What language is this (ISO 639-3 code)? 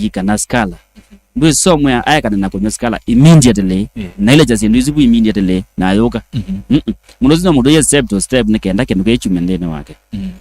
kam